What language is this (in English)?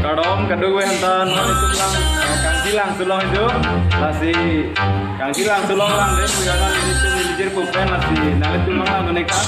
Karbi